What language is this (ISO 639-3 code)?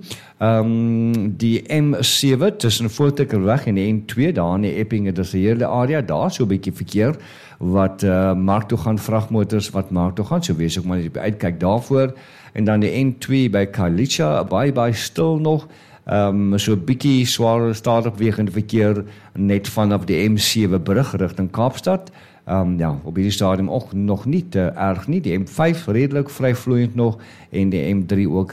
afr